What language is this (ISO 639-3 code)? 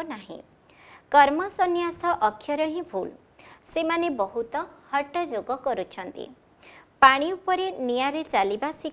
ori